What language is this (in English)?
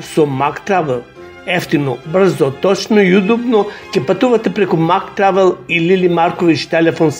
Macedonian